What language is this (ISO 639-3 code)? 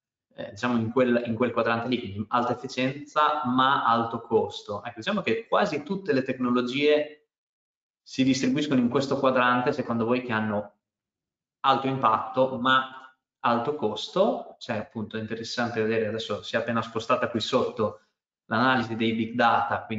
ita